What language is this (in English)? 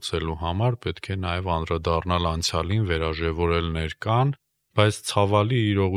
Armenian